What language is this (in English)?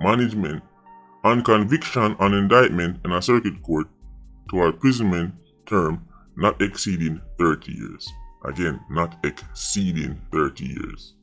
Jamaican Creole English